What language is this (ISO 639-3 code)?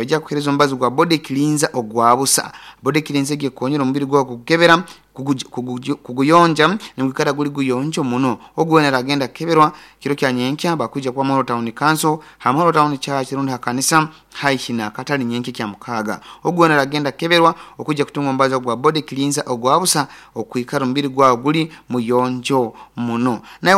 nyo